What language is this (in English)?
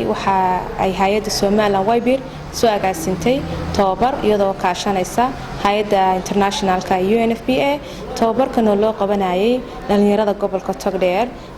Somali